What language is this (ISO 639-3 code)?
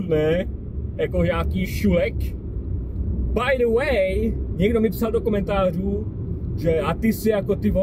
ces